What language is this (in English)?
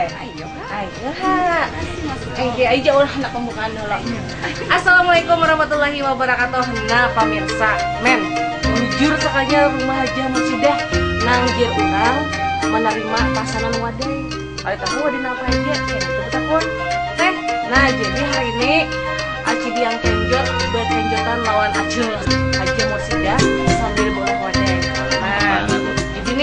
Banjar